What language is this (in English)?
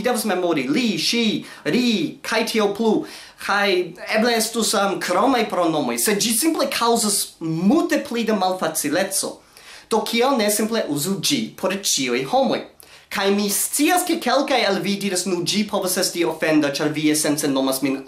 Esperanto